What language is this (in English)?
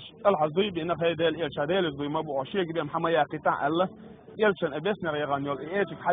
Chechen